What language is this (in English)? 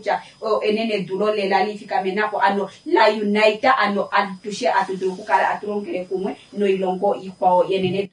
Kuanyama